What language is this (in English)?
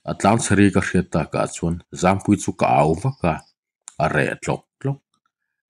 Mizo